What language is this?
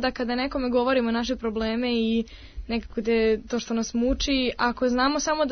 Serbian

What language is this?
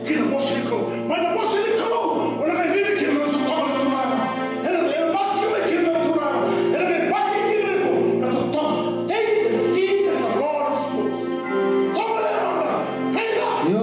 Fijian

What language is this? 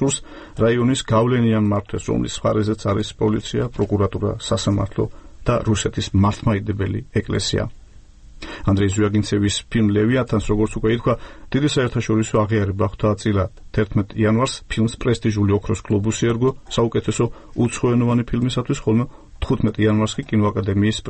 Georgian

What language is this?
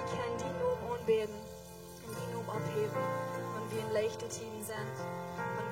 Plautdietsch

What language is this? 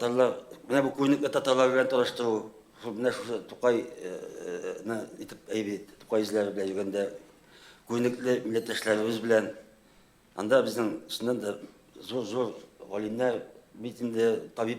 Tatar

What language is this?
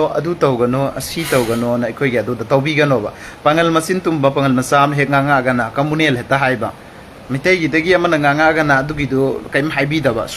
Manipuri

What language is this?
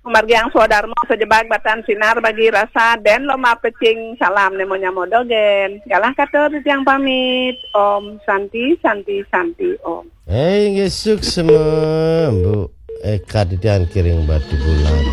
Balinese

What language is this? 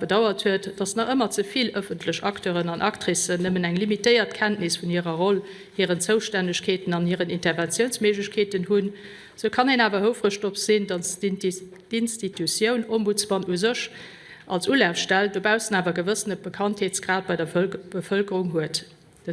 Luxembourgish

